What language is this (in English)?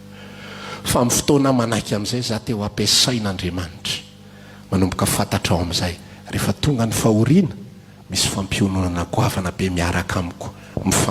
Malagasy